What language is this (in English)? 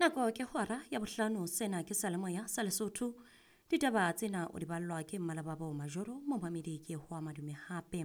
Southern Sotho